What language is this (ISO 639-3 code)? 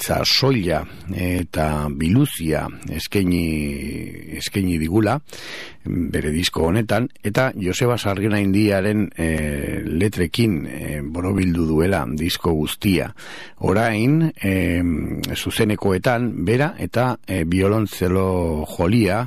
eus